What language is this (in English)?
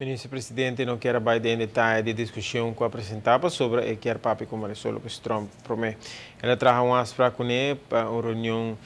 Papiamento